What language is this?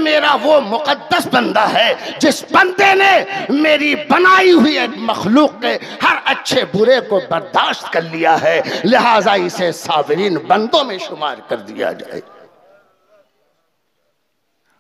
Urdu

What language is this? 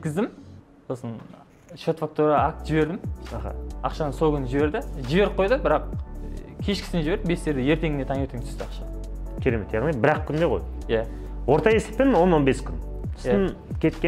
Kazakh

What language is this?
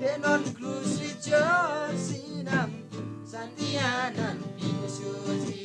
Eastern Tamang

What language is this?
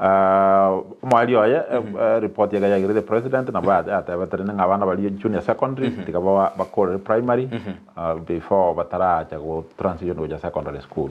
Gusii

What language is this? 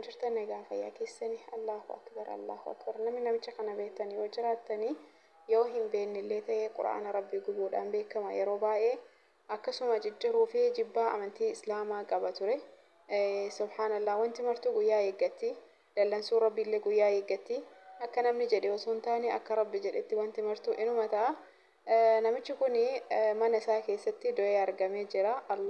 Oromo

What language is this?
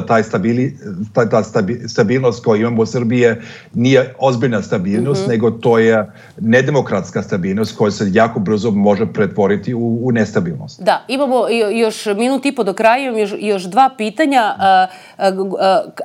Serbian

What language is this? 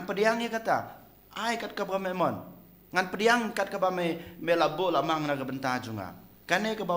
Khasi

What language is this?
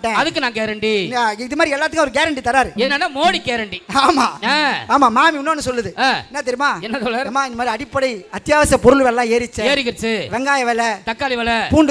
Tamil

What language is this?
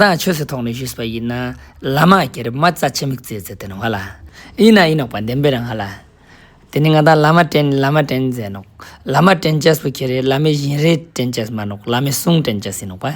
Ladakhi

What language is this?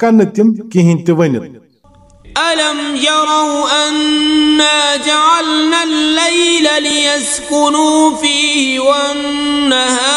Kashmiri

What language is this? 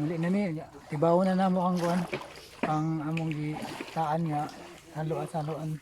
Cebuano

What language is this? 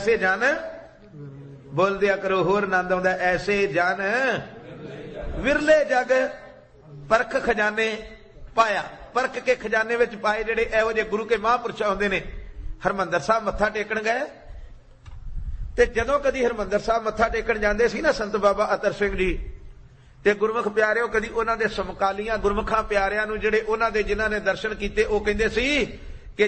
Punjabi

